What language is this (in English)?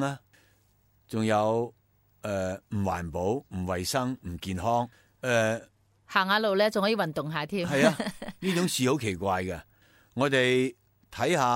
Cantonese